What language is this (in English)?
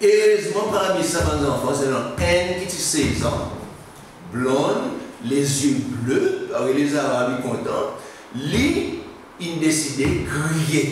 Seselwa Creole French